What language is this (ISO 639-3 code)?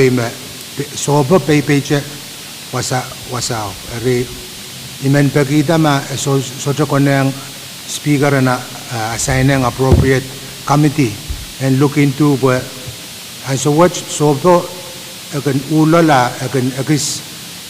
pon